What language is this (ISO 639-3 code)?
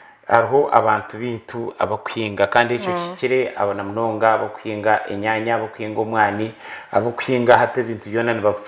nyn